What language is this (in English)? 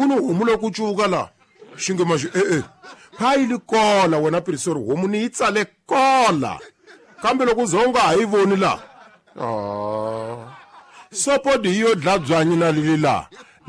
Tsonga